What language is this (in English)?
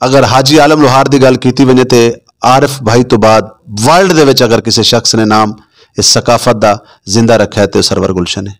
Saraiki